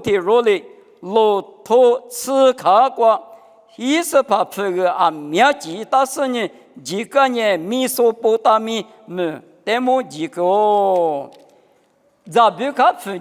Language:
Lisu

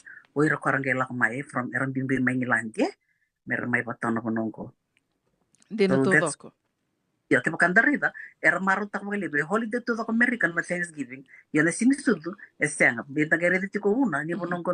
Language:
Fijian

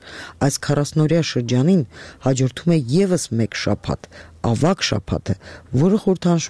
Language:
Armenian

